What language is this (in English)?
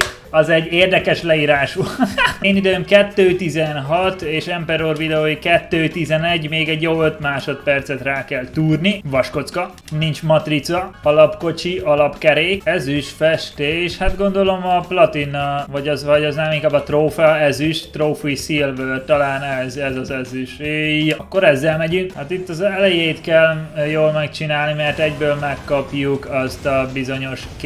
Hungarian